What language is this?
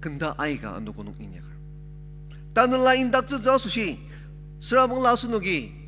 Ao Naga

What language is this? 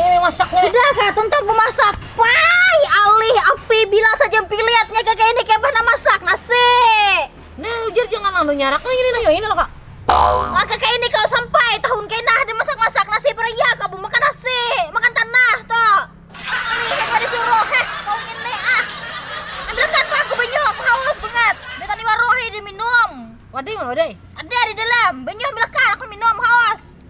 Banjar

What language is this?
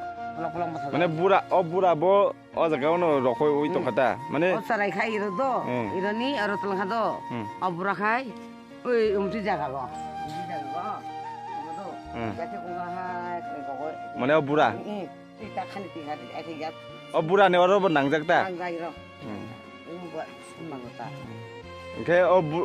Kok Borok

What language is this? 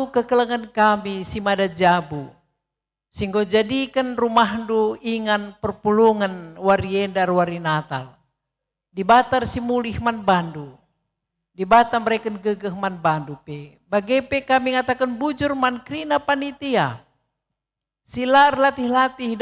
Batak Karo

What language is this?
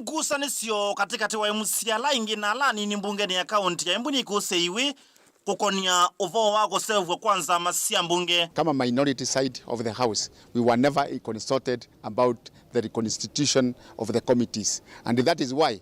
Kamba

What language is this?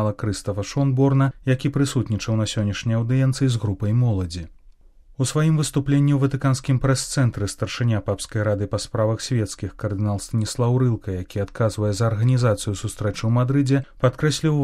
Belarusian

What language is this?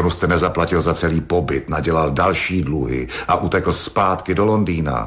Czech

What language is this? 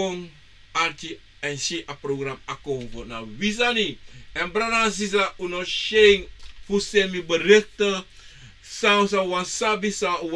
Sranan Tongo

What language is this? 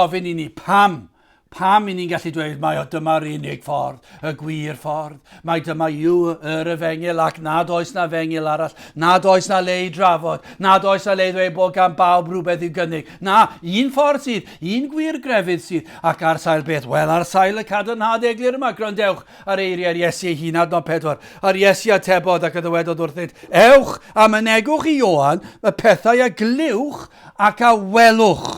Welsh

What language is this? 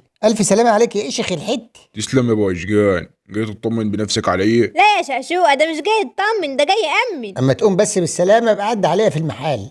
Egyptian Arabic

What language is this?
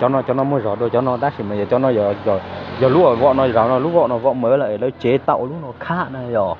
Hmong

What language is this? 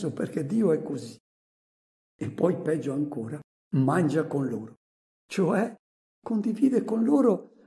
Italian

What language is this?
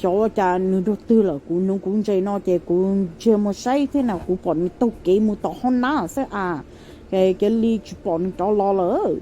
Hmong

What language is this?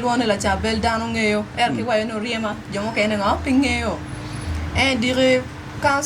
Acoli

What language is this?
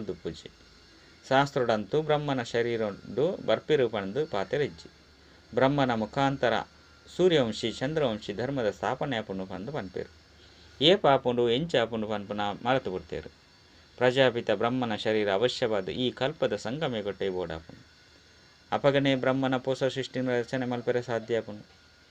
Tulu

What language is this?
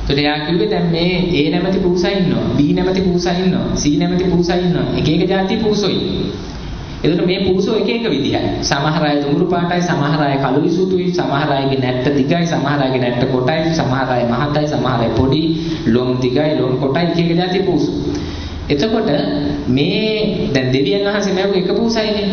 Sinhala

